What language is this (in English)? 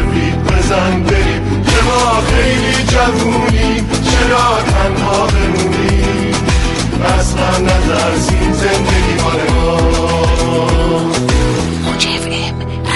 Persian